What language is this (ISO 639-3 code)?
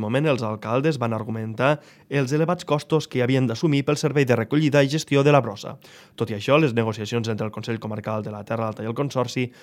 cat